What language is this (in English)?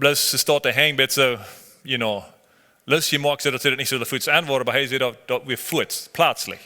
Plautdietsch